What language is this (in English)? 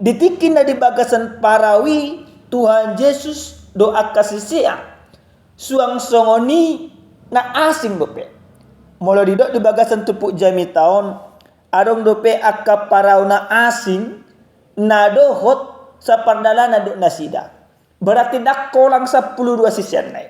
Batak Toba